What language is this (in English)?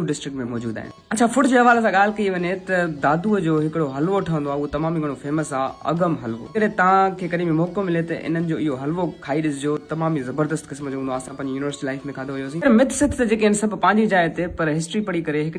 Sindhi